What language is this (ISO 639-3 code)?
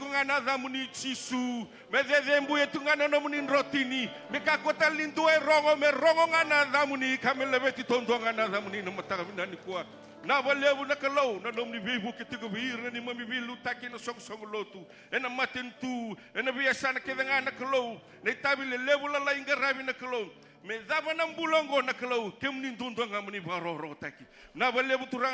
fij